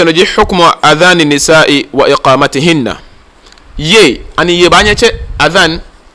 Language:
Ga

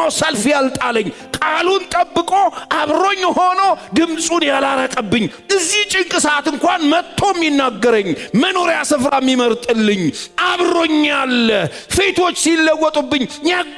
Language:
Amharic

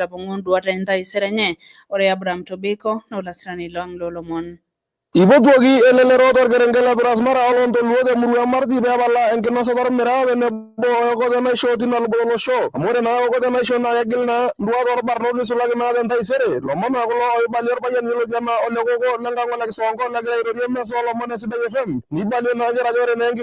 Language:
Masai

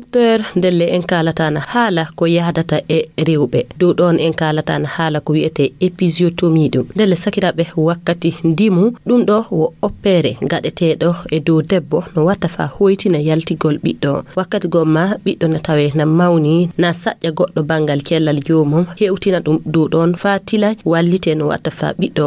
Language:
Fula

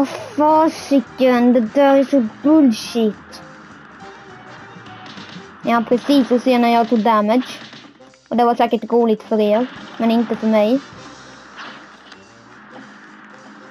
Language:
Swedish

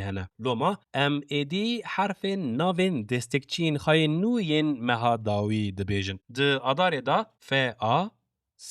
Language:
Kurdish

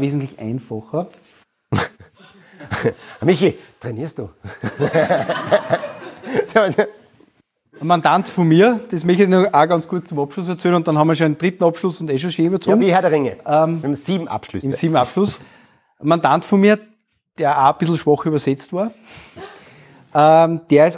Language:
German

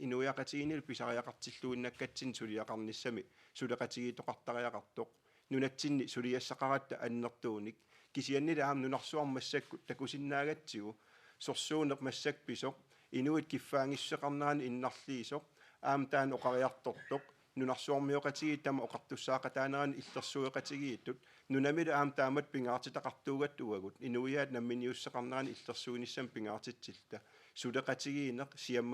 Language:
Kalaallisut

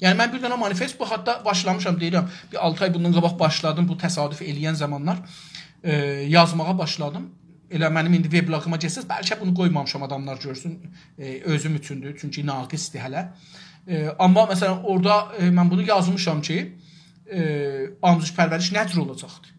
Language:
South Azerbaijani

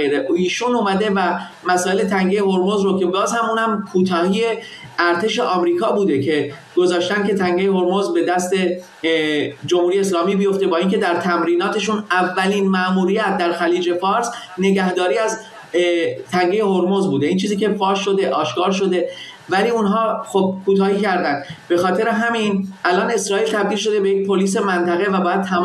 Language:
Persian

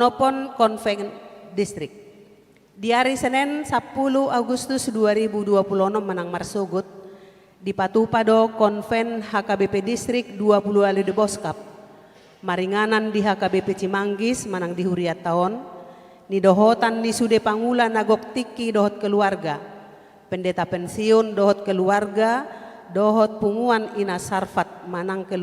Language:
Batak Toba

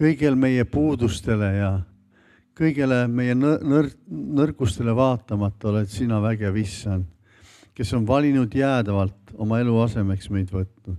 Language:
Estonian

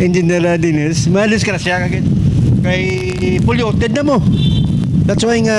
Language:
Hiligaynon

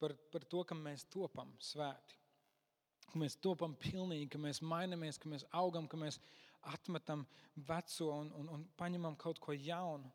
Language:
Latvian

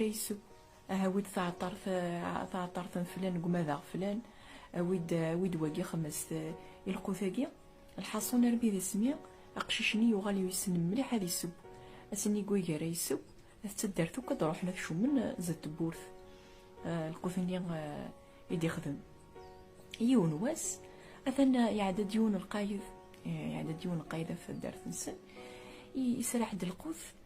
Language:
Kabyle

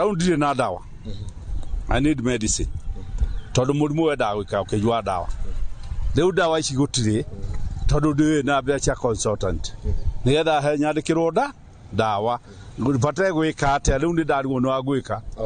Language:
Kikuyu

